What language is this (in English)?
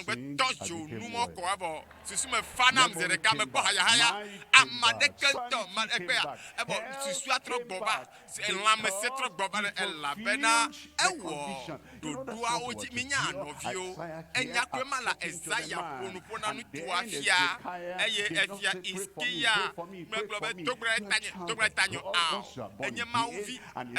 Ewe